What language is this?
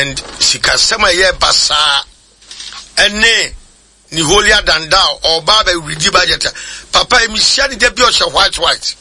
Akan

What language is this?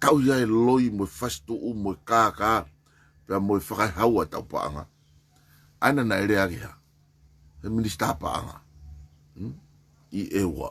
Tongan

